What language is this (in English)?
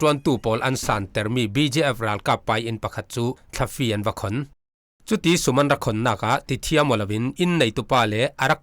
Falam Chin